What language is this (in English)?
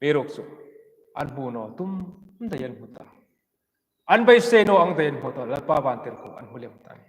Hmar